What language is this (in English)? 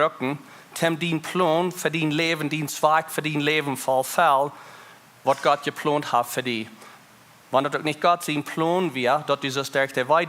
Plautdietsch